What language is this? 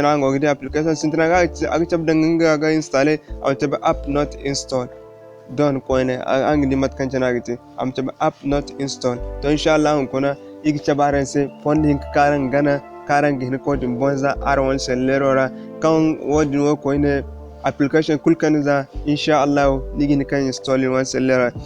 Zarma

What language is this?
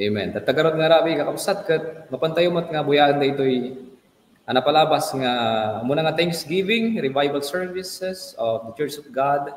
Iloko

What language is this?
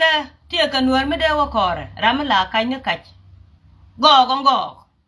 Nuer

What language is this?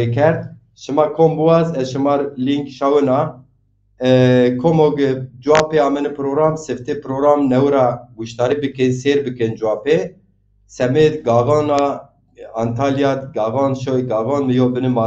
Zaza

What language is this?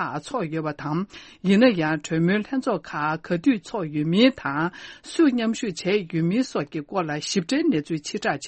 Tibetan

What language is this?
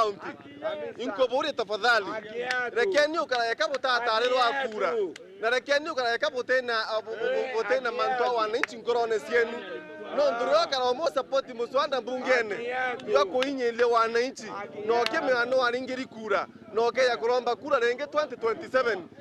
Meru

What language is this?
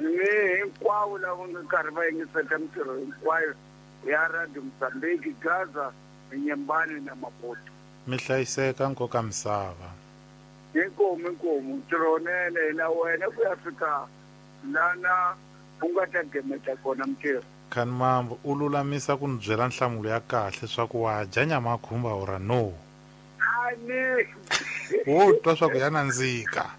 Tsonga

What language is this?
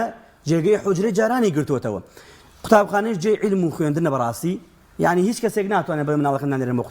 Central Kurdish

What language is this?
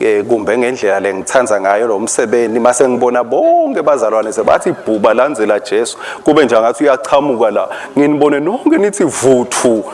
Swati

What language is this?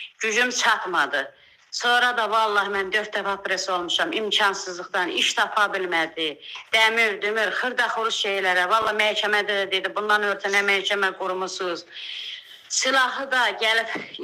Azerbaijani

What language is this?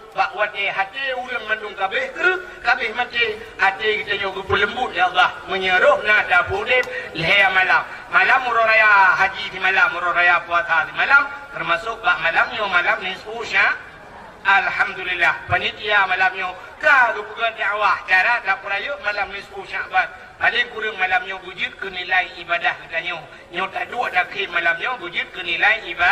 Achinese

